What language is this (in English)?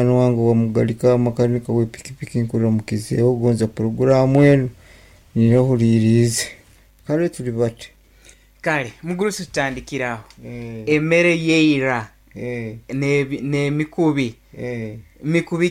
Nyankole